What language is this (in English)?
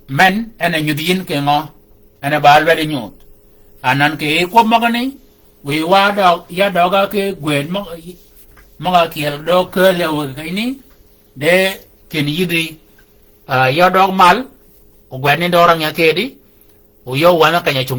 Shilluk